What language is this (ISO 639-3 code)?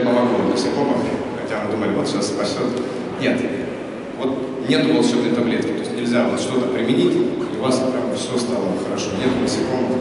rus